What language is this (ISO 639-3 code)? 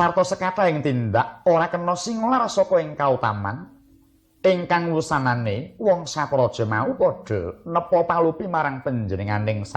jav